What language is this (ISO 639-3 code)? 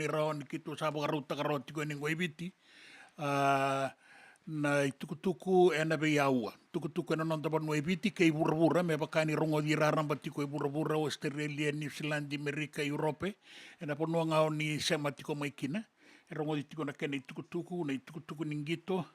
fij